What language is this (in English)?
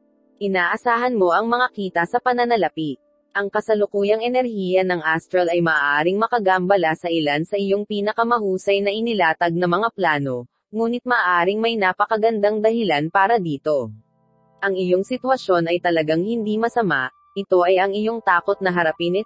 Filipino